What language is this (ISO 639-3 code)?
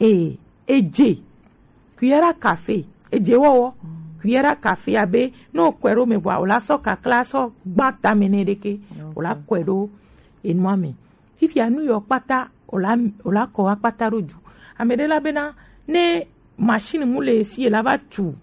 gej